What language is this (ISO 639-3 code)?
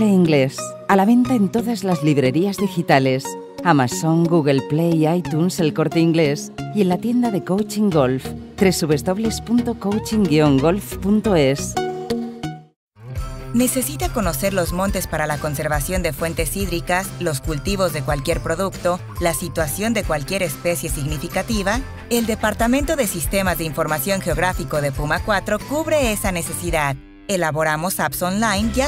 spa